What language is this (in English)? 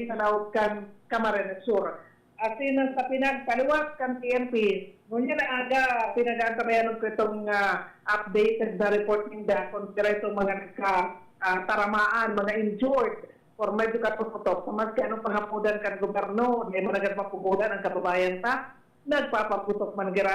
Bikol